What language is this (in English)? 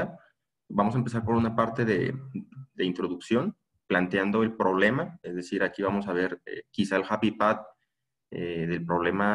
Spanish